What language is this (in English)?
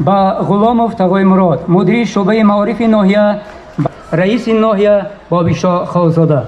Tajik